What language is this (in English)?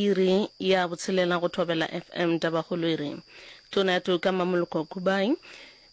Northern Sotho